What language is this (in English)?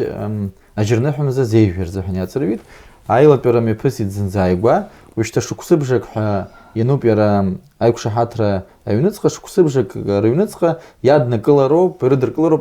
Abkhazian